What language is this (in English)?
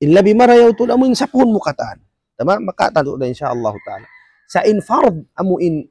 Tausug